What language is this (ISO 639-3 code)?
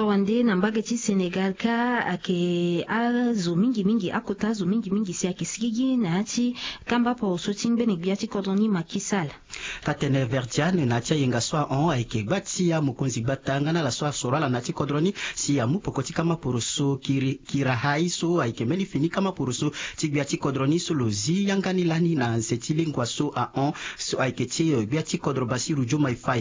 sag